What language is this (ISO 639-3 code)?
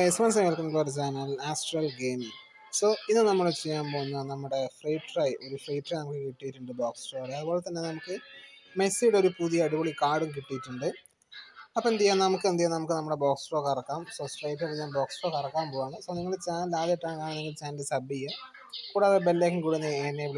mal